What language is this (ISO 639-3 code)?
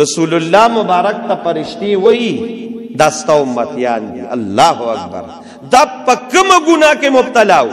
pus